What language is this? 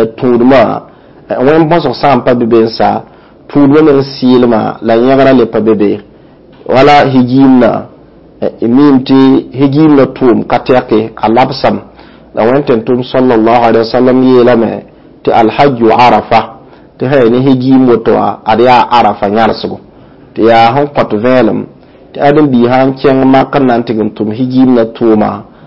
Mossi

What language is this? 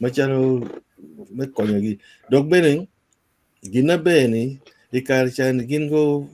Acoli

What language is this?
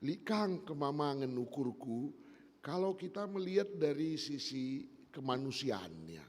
Batak Karo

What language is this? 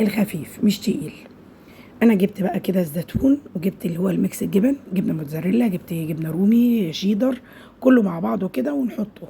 Egyptian Arabic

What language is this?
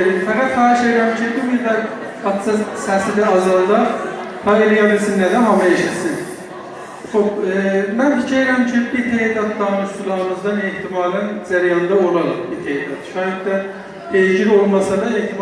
South Azerbaijani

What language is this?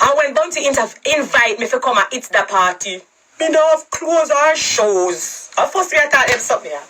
Jamaican Creole English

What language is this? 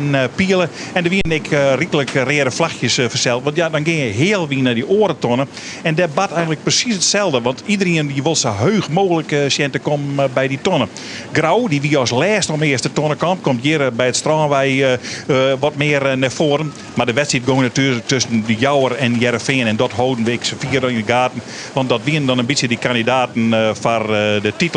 Western Frisian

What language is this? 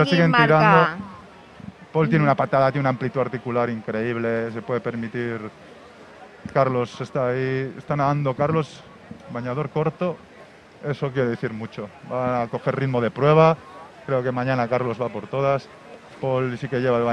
Spanish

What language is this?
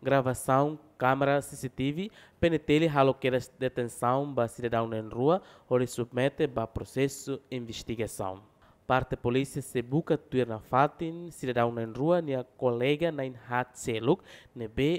Tetum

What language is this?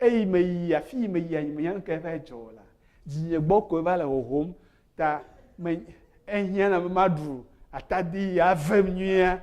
Ewe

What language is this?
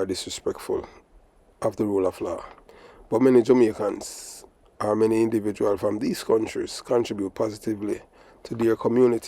Jamaican Creole English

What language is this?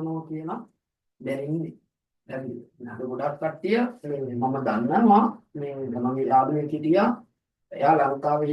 Sinhala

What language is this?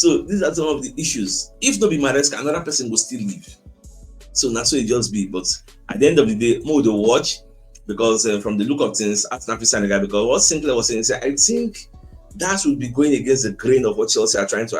Nigerian Pidgin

